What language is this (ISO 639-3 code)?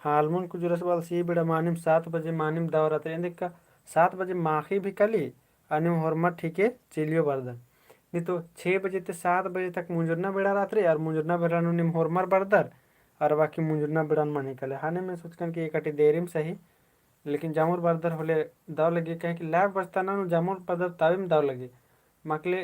kru